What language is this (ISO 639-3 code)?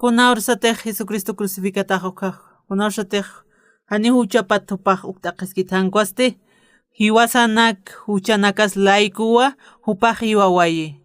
aym